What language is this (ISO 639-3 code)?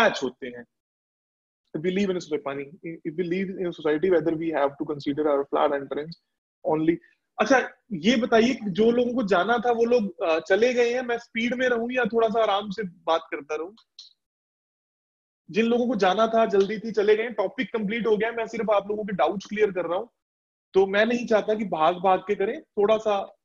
hin